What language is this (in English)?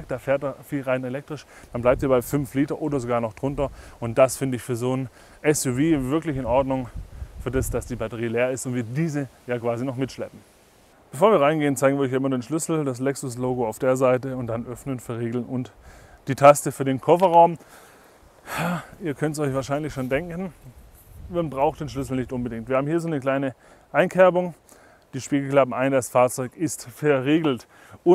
German